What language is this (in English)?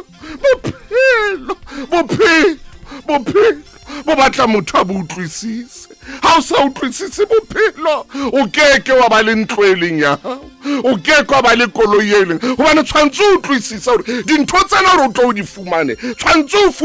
Southern Sotho